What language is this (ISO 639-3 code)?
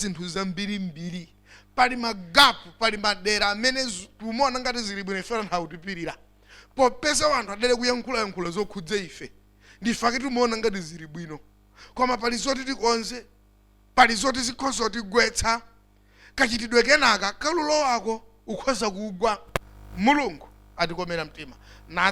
nya